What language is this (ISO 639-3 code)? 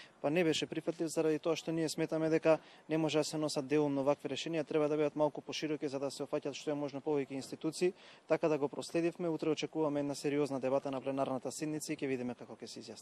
mkd